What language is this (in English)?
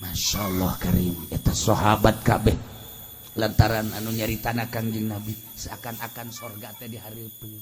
Sundanese